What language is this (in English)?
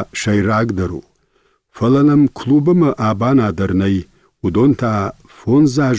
Ossetic